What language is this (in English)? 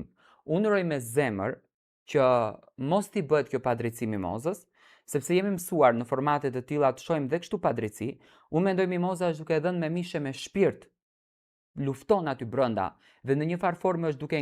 Albanian